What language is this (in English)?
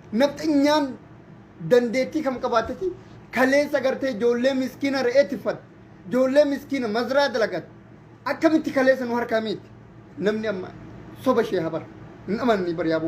Oromo